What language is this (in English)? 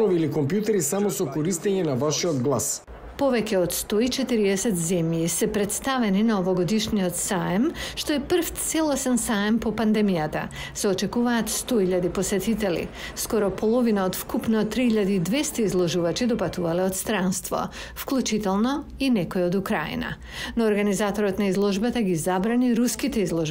Macedonian